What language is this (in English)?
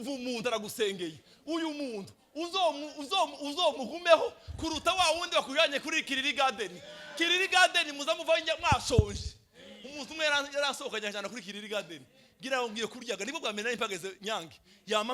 Rundi